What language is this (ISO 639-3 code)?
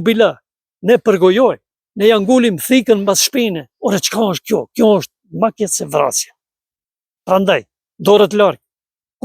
sqi